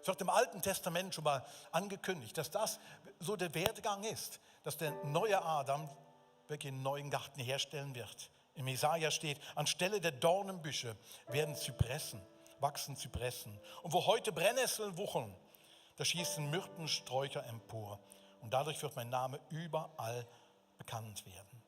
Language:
Swiss German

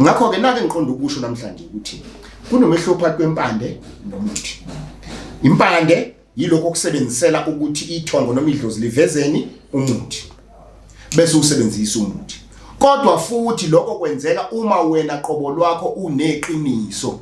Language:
Zulu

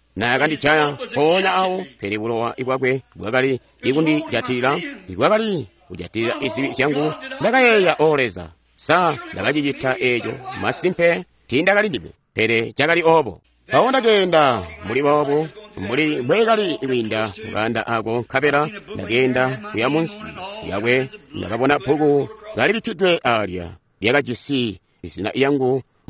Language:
Tonga (Zambia)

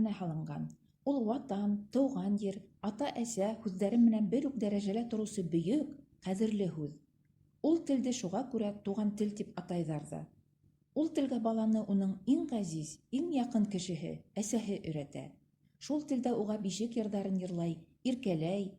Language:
Bashkir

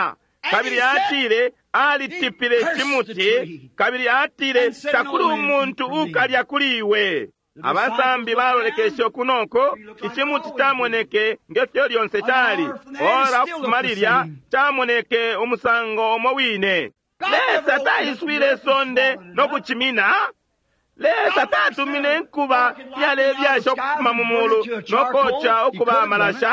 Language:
Bemba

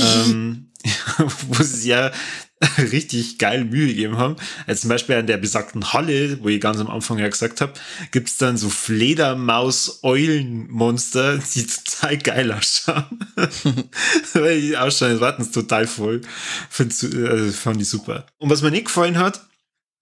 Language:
Bavarian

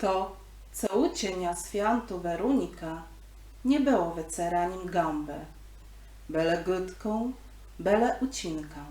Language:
Kashubian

